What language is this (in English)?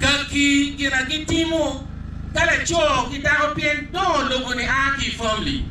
Acoli